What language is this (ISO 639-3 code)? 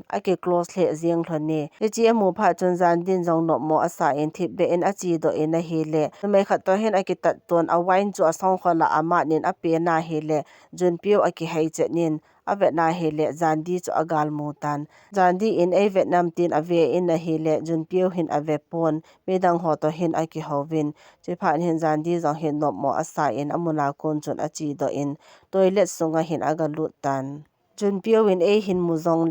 tcz